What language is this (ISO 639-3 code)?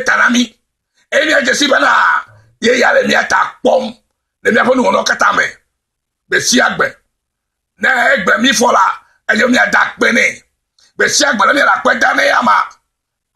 ewe